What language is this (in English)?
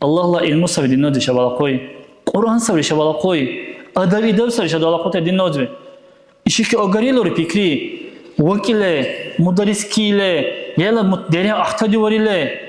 Dargwa